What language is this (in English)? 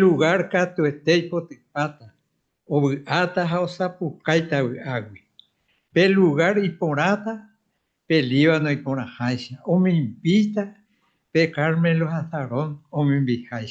Guarani